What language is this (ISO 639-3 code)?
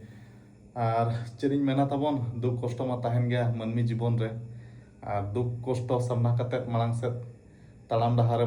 sat